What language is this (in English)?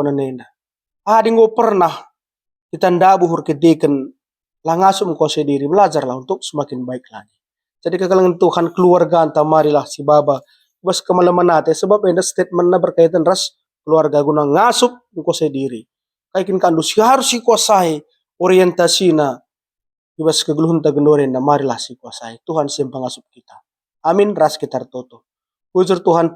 Batak Karo